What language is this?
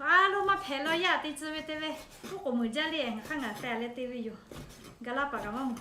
Lahu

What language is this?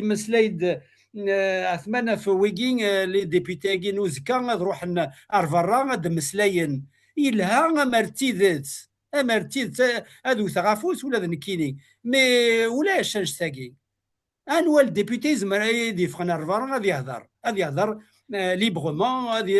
Kabyle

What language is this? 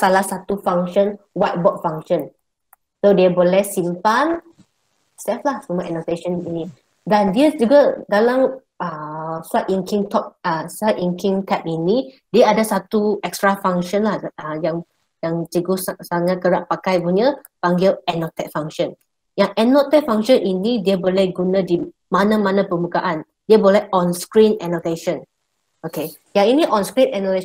Malay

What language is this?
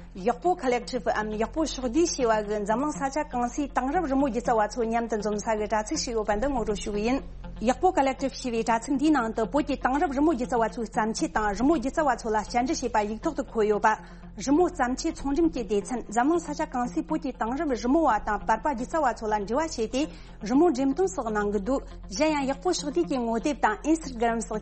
Tibetan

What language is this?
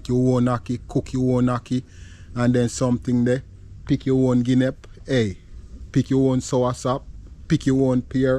Jamaican Creole English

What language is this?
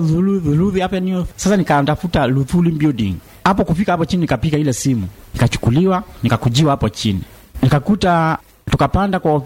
Swahili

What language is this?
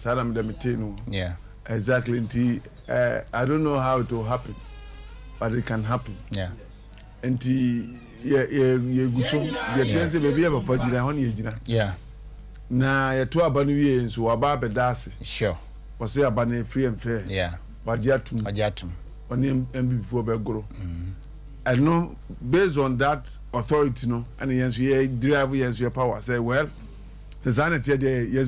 Akan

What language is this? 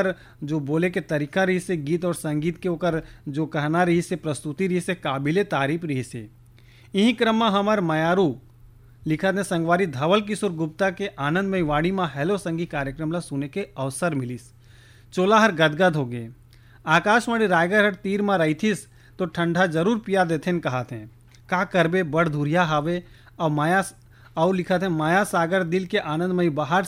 Chhattisgarhi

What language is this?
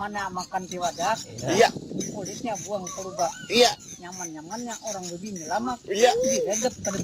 Banjar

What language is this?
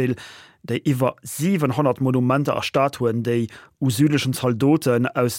Luxembourgish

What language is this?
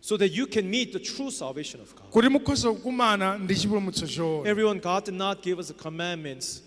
Nyanja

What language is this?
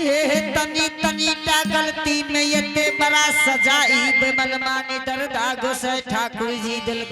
Angika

